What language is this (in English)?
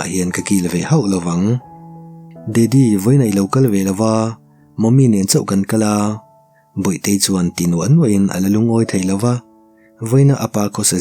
Mizo